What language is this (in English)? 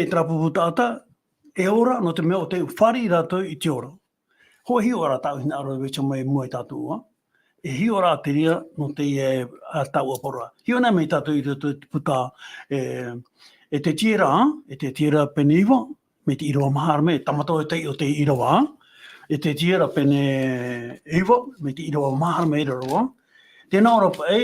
Tahitian